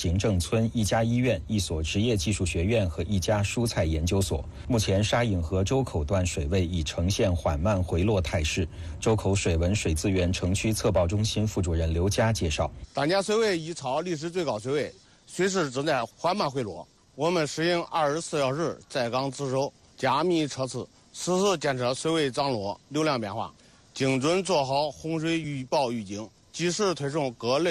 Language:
Chinese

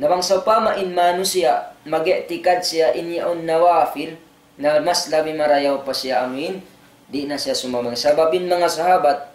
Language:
Tausug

